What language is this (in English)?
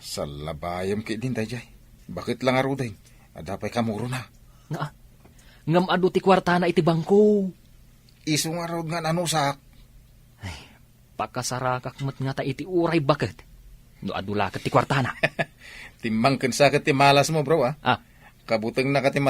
Iloko